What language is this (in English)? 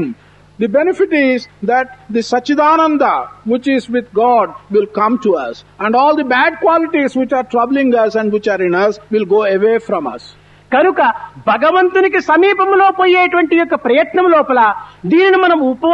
Telugu